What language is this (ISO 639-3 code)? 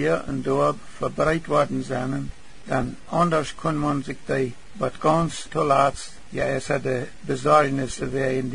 pdt